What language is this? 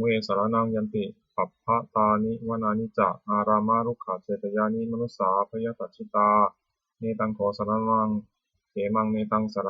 Pali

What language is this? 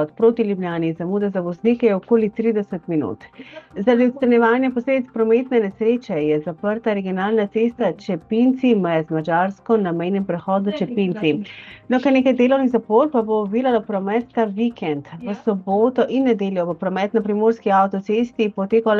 Slovenian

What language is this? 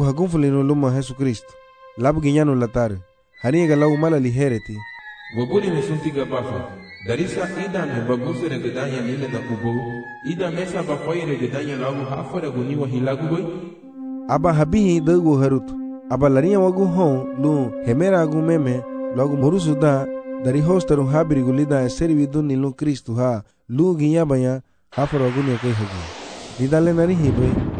Garifuna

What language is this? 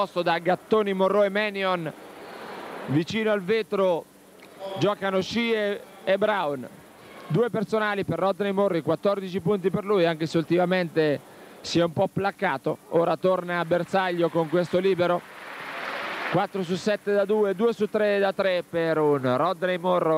Italian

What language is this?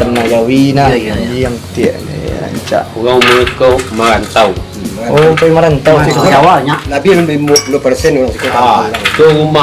Minangkabau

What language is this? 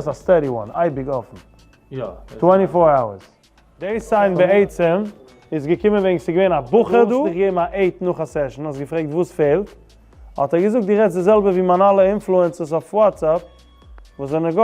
Yiddish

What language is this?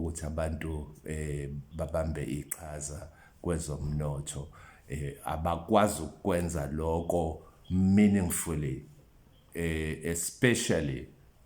Zulu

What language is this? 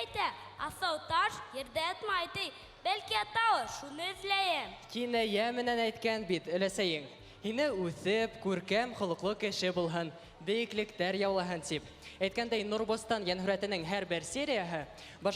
Bashkir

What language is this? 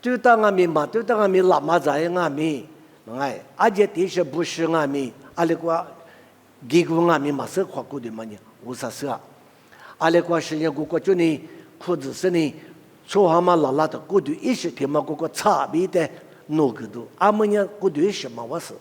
Lisu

